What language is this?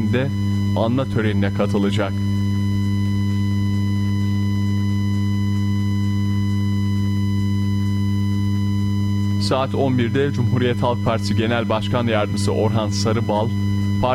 Turkish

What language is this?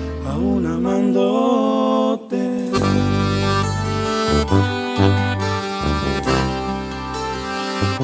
Spanish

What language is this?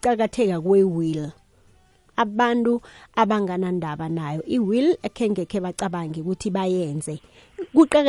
South Ndebele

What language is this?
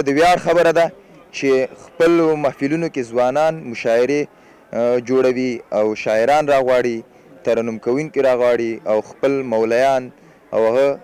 Pashto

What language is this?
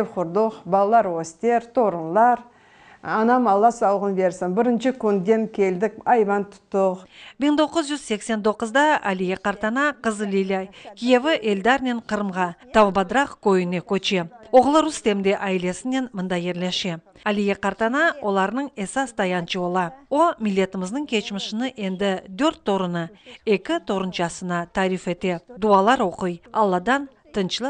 Crimean Tatar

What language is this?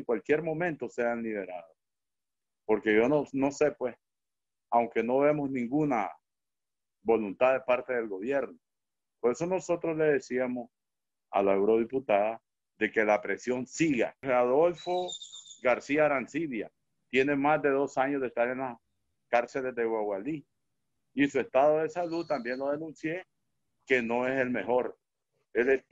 Spanish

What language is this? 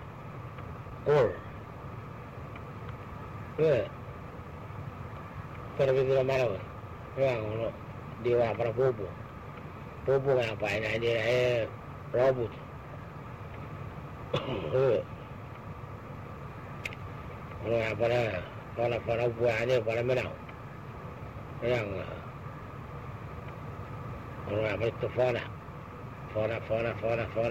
Malay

